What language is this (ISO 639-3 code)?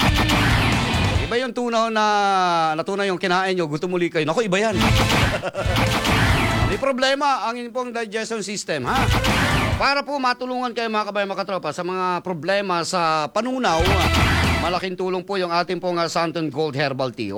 fil